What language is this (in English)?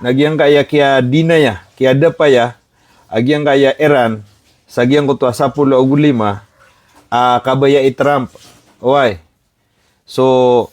Maranao